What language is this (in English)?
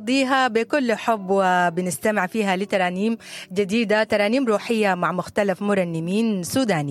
Sudanese Arabic